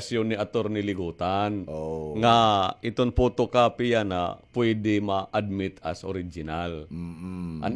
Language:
Waray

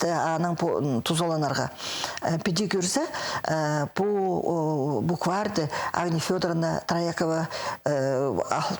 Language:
Khakas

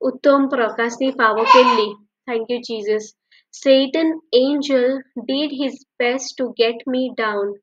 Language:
Konkani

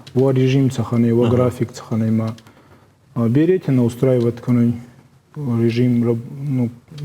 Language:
Ossetic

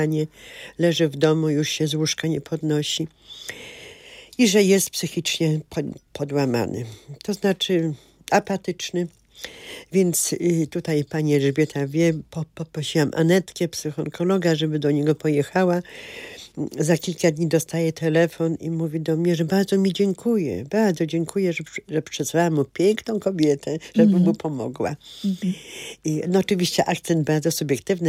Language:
Polish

